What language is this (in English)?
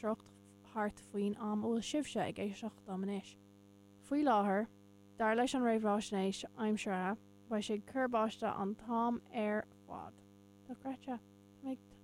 Irish